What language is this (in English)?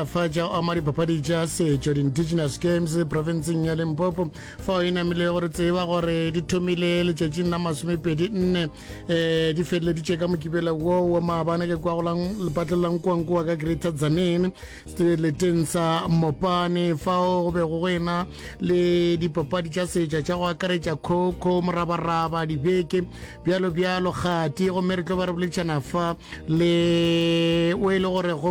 Northern Sotho